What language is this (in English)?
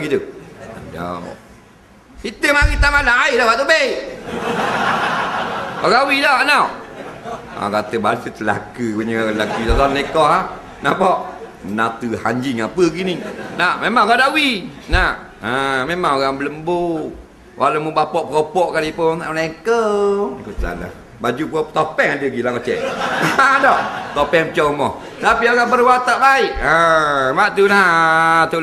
Malay